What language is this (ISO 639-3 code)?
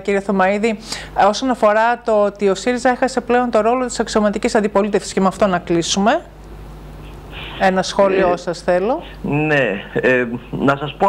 ell